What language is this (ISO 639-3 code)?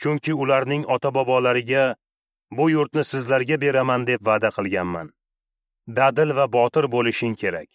uzb